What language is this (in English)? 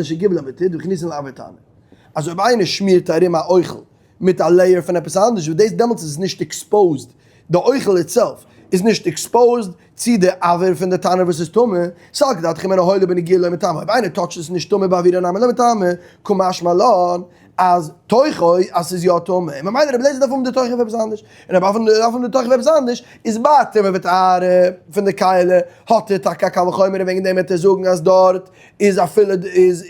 Yiddish